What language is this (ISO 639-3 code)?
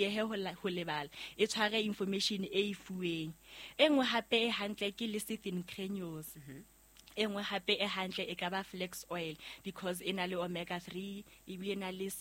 sot